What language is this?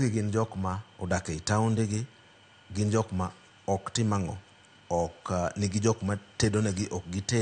Luo (Kenya and Tanzania)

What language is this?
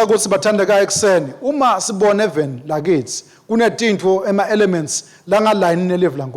Swati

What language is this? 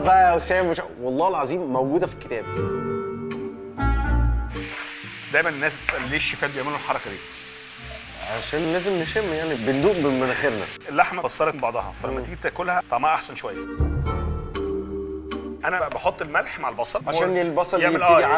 Egyptian Arabic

